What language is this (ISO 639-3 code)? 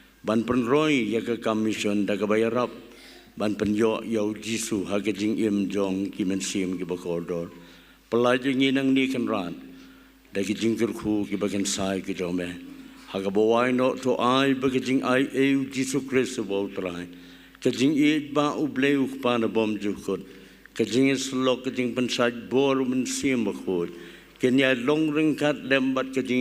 kha